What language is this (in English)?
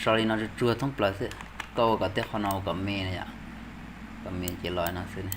Hmong